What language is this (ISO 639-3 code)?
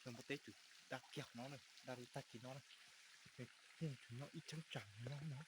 hmn